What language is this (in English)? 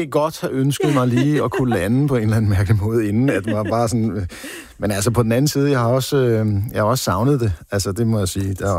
Danish